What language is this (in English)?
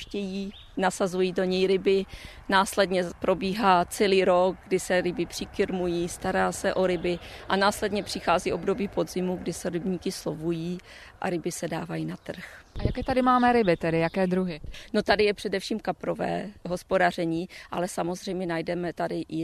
Czech